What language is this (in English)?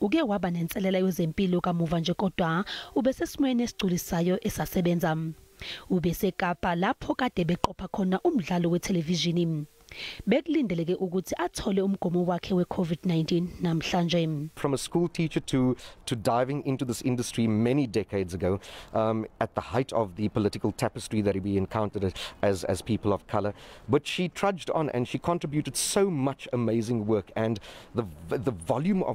Zulu